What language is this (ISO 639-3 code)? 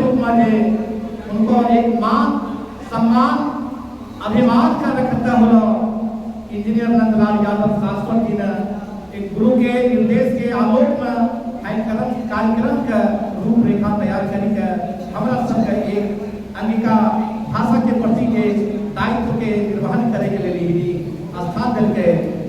anp